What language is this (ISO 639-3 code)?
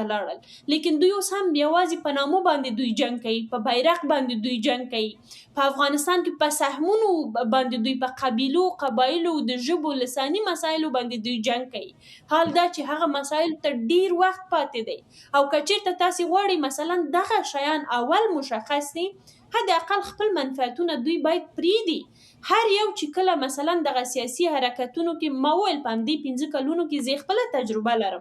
pus